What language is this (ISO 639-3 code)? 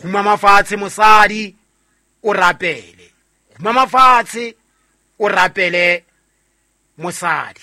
sot